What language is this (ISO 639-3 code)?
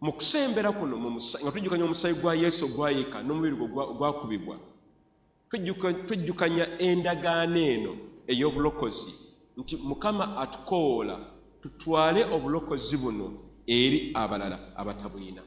lug